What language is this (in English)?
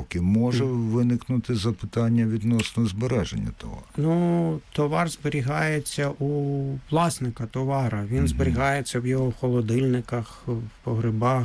Ukrainian